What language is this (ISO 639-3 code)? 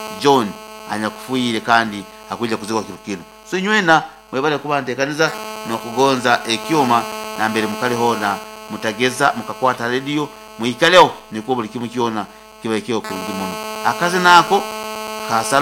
nyo